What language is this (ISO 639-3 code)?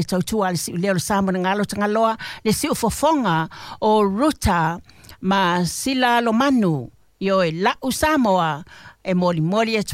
smo